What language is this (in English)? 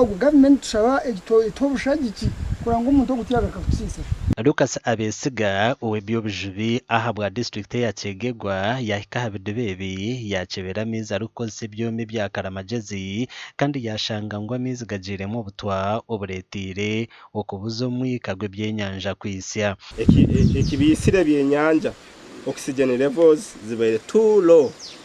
Nyankole